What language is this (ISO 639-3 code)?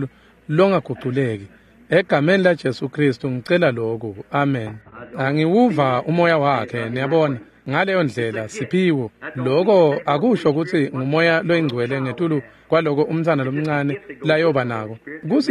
ssw